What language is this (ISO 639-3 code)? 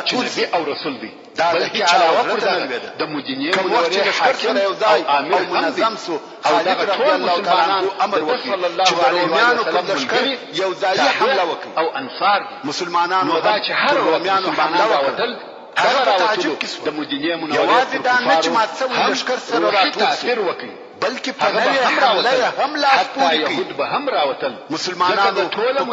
pus